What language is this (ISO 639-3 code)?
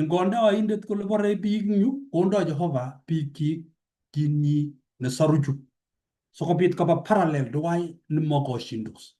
kln